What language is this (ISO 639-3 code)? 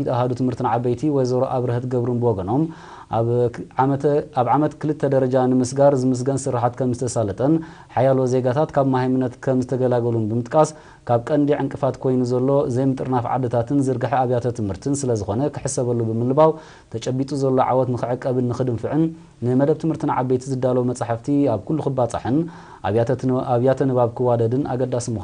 tir